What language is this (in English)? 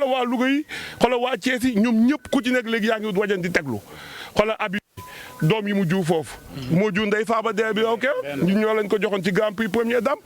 Wolof